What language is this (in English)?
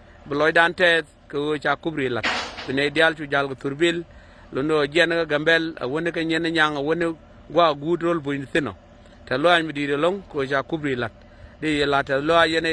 Nuer